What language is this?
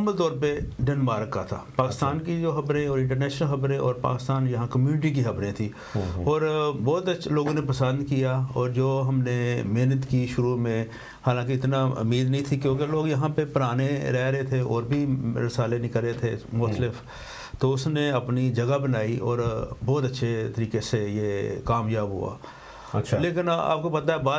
Urdu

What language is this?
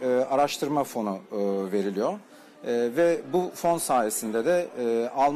Turkish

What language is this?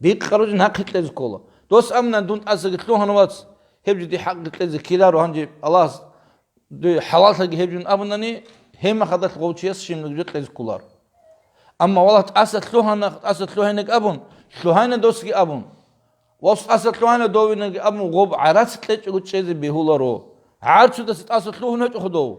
Avaric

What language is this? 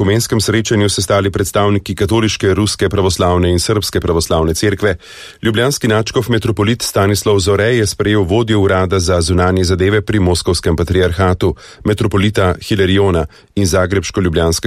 Slovenian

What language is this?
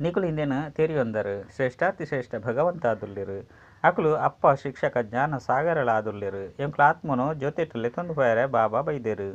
Tulu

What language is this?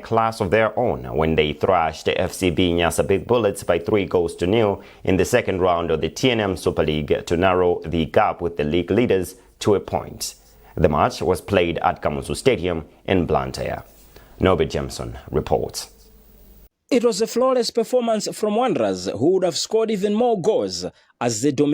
English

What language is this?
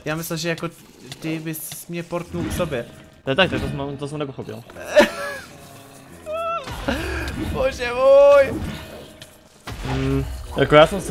Czech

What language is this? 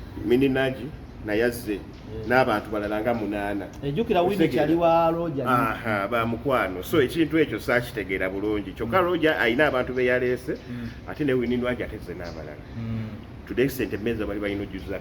Ganda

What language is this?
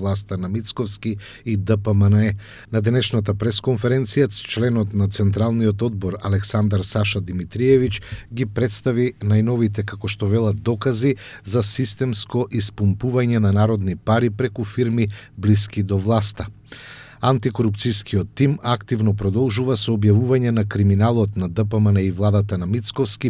Macedonian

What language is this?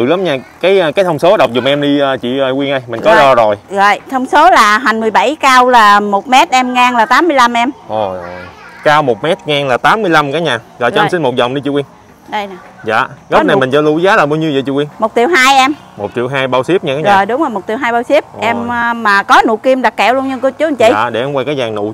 Vietnamese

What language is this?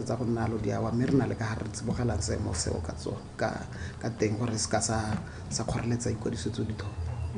Tswana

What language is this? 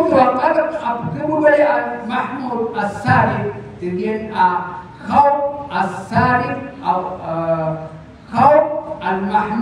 Maranao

